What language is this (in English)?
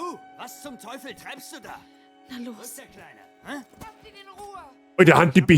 Bavarian